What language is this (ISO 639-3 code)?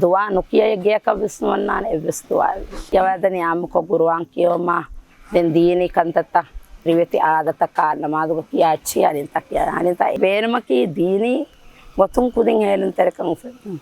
div